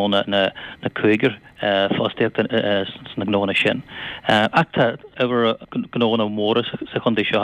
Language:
Irish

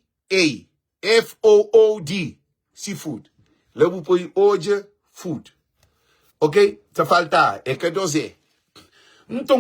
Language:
Kabuverdianu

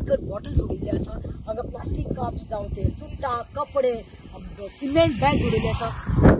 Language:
Konkani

